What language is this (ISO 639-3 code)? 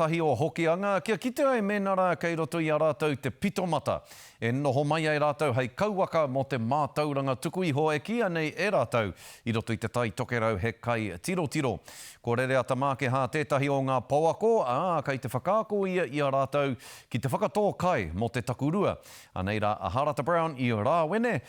mri